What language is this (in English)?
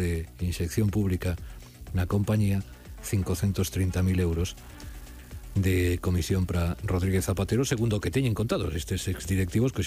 Galician